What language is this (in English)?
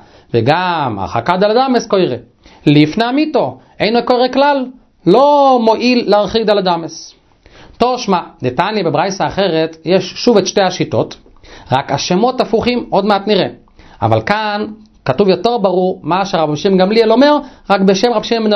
Hebrew